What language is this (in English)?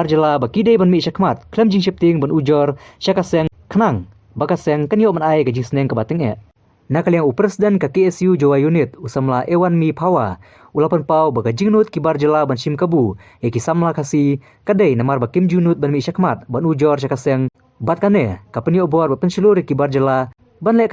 Khasi